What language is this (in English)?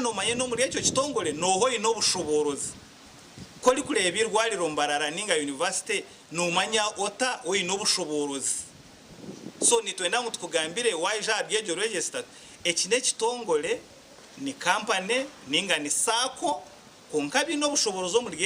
Nyankole